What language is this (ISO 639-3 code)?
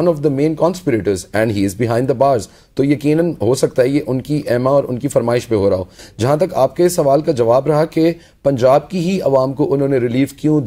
urd